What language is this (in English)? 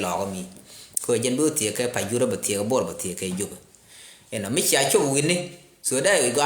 Nuer